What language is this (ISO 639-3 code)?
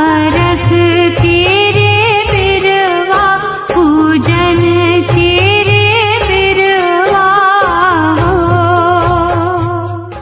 bho